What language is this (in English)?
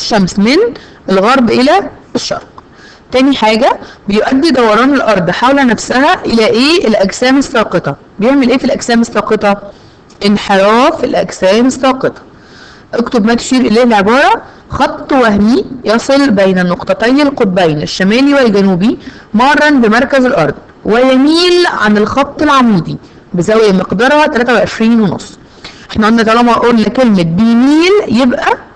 Egyptian Arabic